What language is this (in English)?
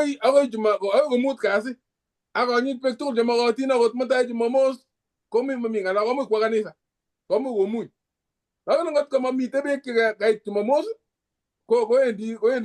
Kalenjin